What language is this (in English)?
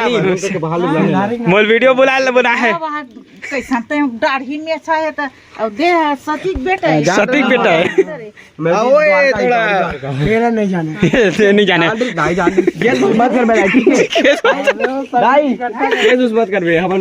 Chhattisgarhi